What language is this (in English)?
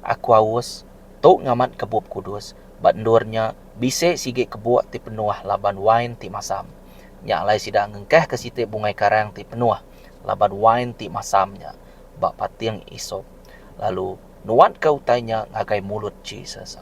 Iban